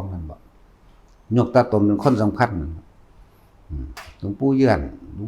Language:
Northeastern Thai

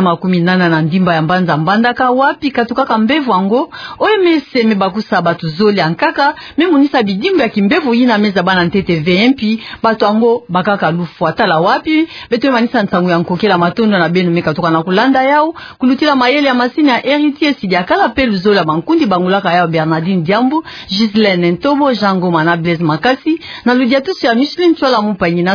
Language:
Kituba (Democratic Republic of Congo)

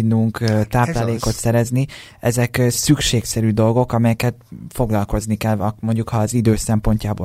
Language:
Hungarian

